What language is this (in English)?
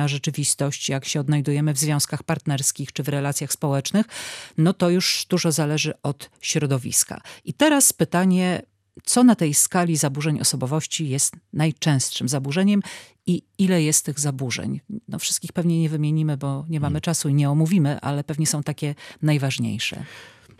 Polish